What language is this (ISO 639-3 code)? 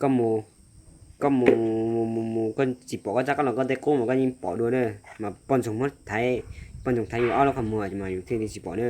hmn